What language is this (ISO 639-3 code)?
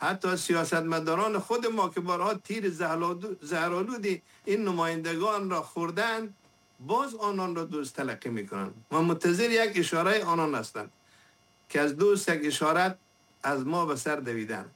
fas